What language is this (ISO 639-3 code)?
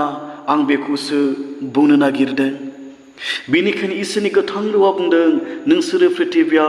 brx